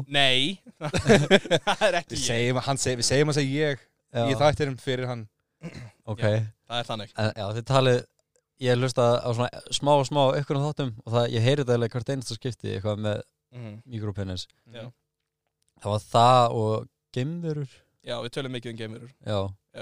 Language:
Icelandic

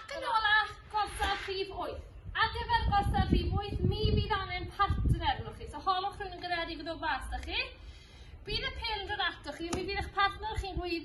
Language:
Welsh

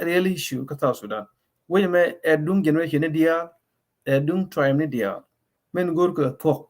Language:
Nuer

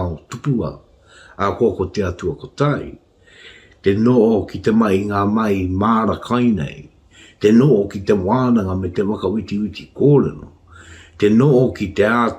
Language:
Māori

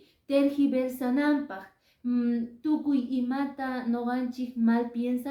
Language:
Quechua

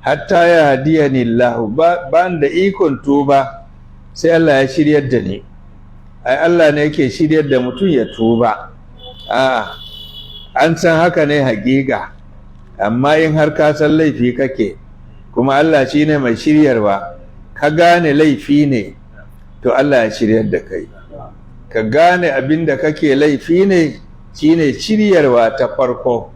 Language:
Hausa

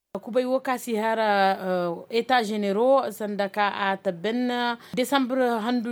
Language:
Koyraboro Senni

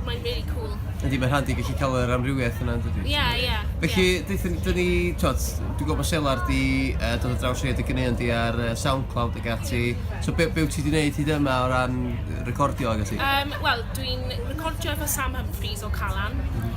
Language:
Welsh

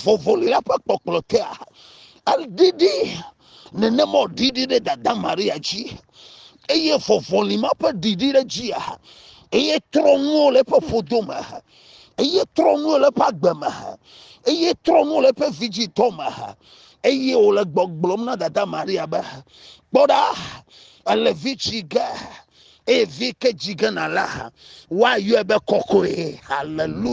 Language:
Ewe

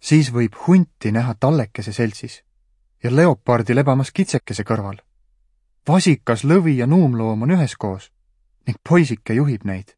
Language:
Estonian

